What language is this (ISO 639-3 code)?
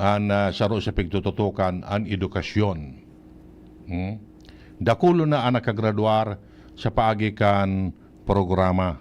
bik